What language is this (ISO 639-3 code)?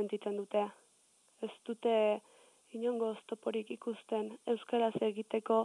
eus